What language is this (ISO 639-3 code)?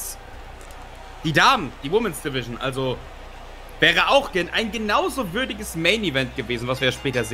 deu